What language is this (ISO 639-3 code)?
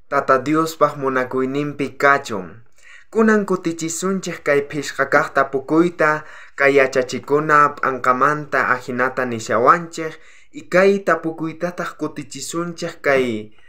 quh